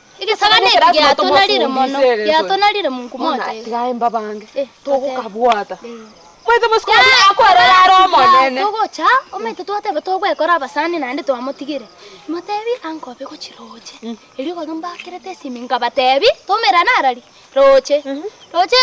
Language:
Gusii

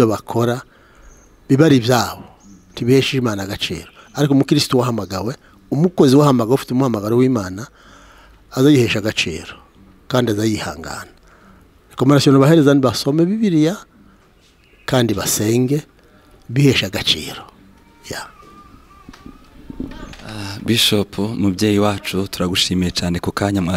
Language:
Kinyarwanda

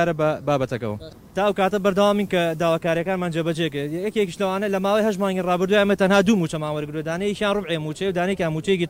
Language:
Central Kurdish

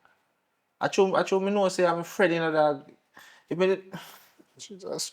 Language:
Jamaican Creole English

